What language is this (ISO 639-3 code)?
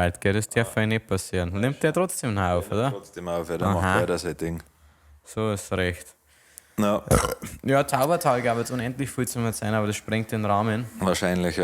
bar